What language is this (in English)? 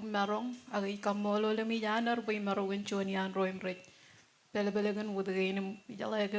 Marshallese